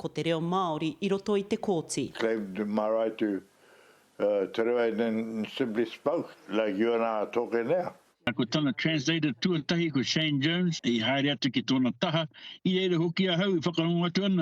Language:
Māori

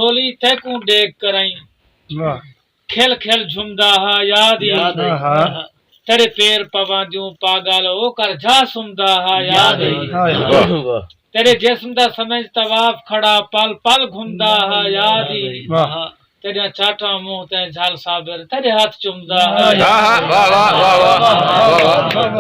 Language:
Saraiki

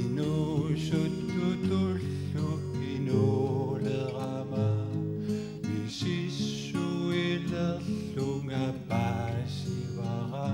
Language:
Kalaallisut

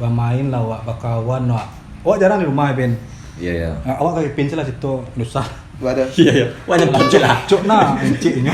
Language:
Minangkabau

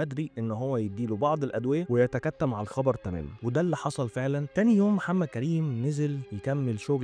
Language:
Egyptian Arabic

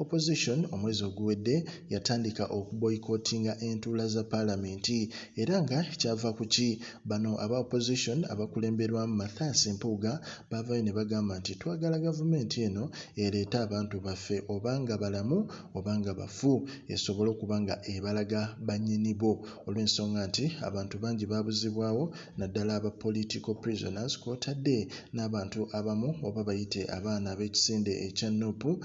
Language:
Ganda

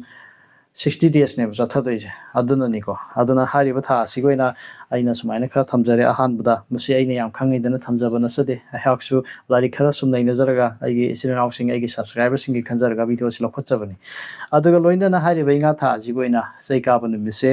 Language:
Manipuri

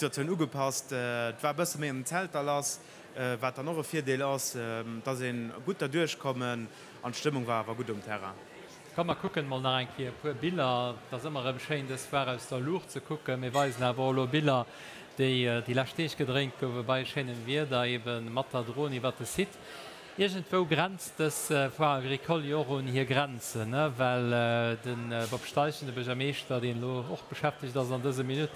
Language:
Luxembourgish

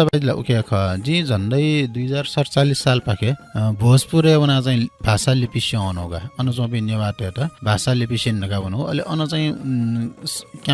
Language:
Newari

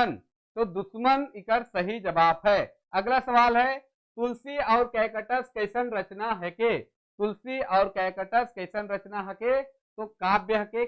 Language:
Sadri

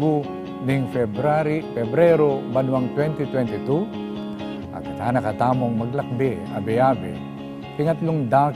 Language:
Pampanga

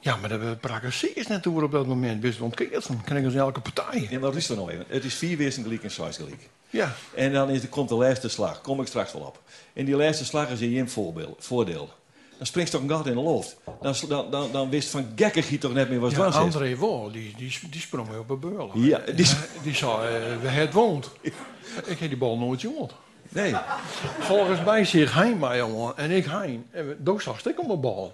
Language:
Western Frisian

